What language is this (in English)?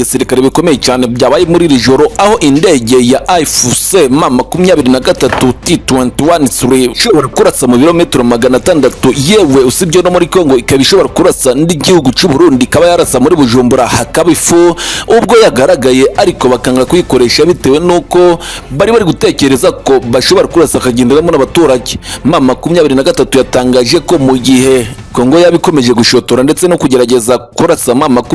Kinyarwanda